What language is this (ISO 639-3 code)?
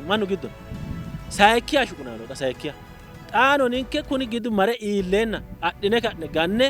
sid